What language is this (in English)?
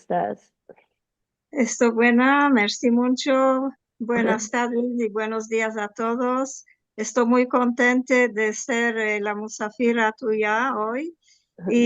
Ladino